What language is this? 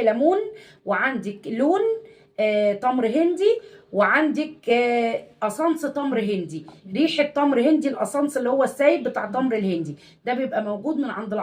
Egyptian Arabic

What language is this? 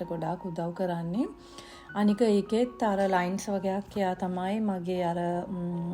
Sinhala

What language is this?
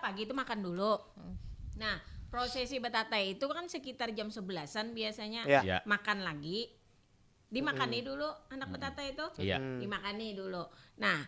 Banjar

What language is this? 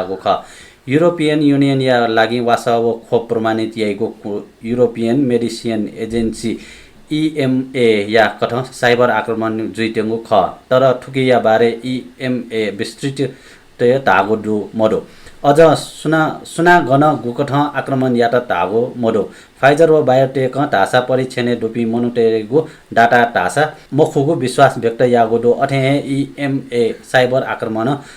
Newari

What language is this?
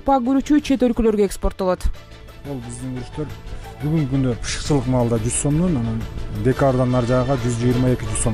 Kyrgyz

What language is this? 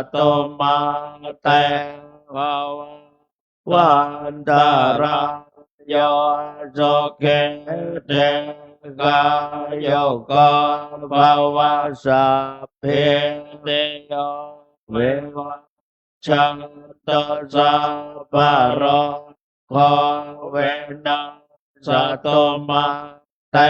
Pali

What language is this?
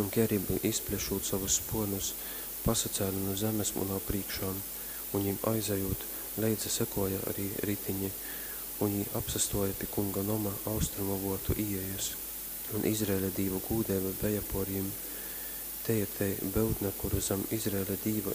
Latgalian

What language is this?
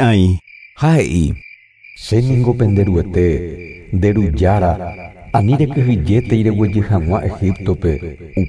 Guarani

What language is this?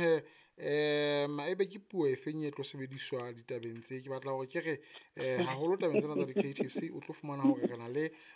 Southern Sotho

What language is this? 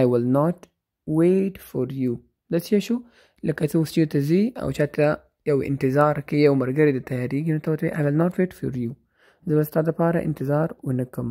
Pashto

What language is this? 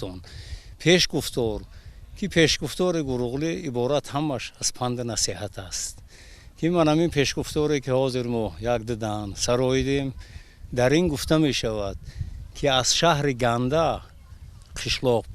Tajik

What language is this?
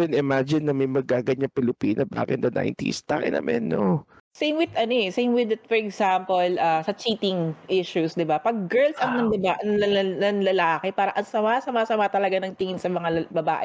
Filipino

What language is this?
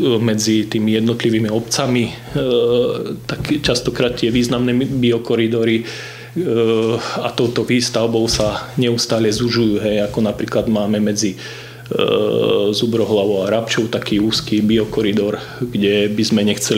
Slovak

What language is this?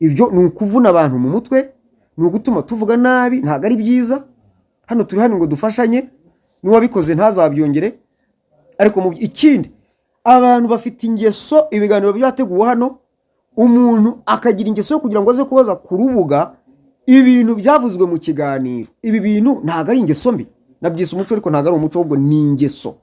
Kinyarwanda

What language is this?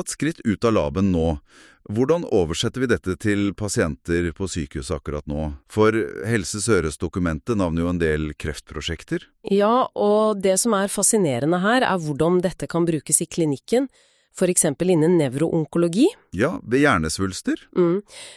Norwegian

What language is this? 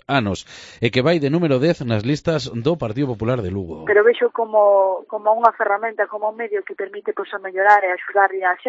Galician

